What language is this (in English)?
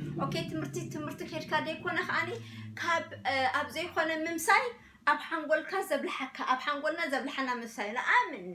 Tigrinya